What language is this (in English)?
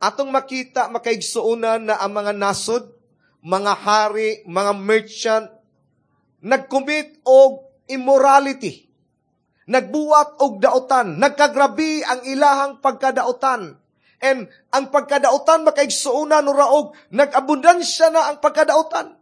Cebuano